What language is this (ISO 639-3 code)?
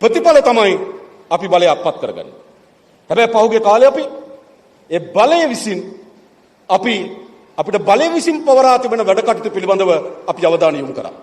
sin